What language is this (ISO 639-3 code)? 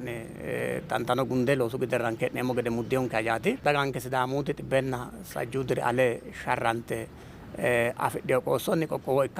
sid